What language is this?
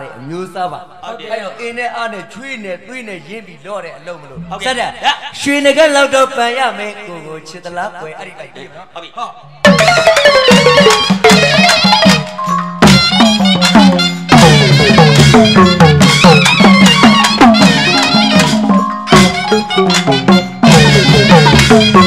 Burmese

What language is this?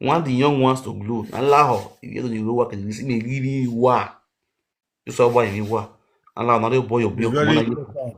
Nigerian Pidgin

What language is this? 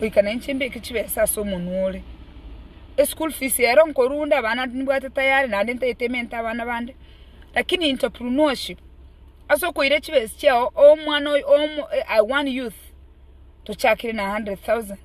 Gusii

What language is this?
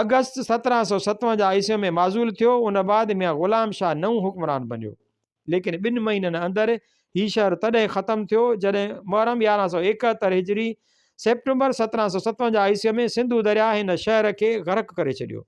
Sindhi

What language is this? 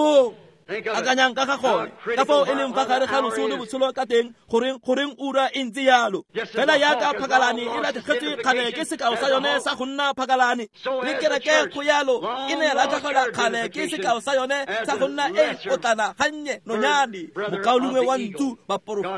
Tswana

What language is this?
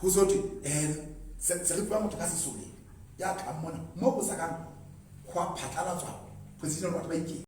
Southern Sotho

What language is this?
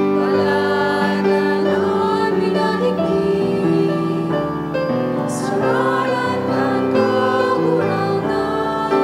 Bikol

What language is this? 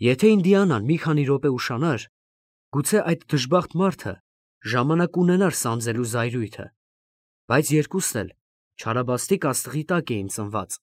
Armenian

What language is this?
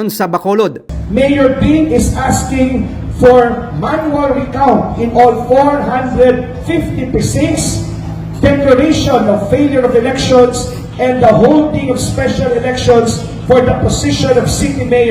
Hiligaynon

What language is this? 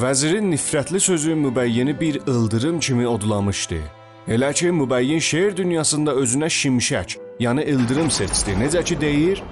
South Azerbaijani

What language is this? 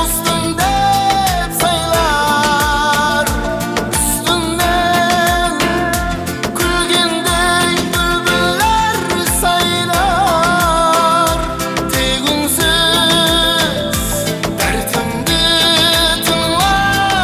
Kara-Kalpak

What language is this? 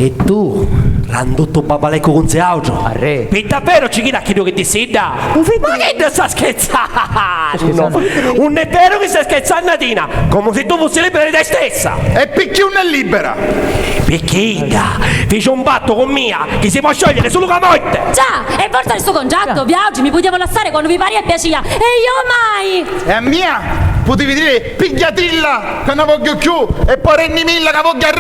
Sicilian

